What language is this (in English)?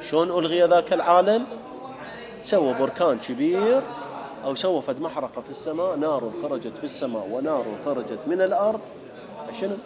Mesopotamian Arabic